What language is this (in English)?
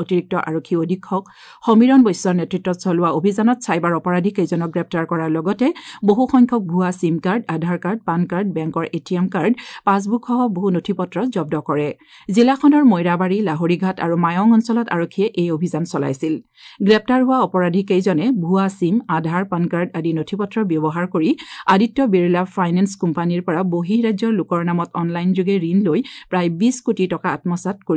Assamese